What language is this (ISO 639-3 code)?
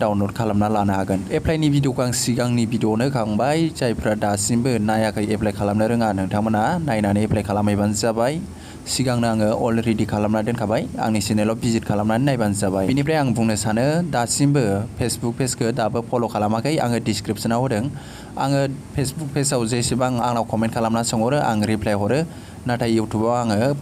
brx